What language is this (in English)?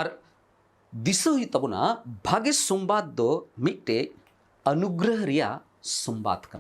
Santali